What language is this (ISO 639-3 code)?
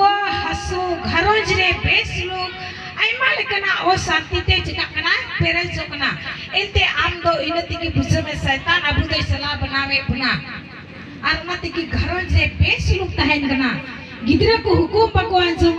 sat